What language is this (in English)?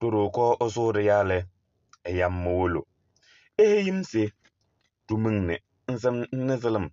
Kabiyè